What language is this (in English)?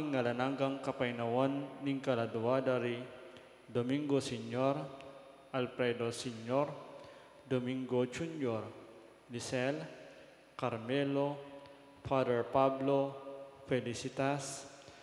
Pampanga